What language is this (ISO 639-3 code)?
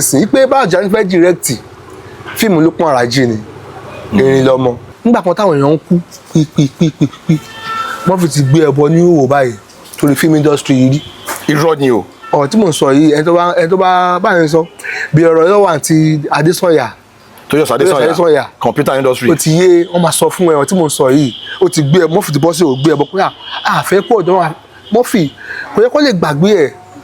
yor